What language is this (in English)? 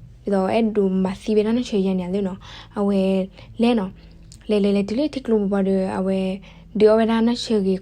S'gaw Karen